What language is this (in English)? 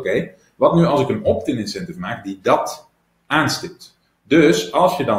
Dutch